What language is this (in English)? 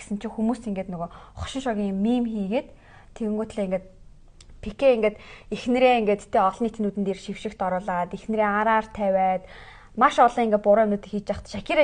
Mongolian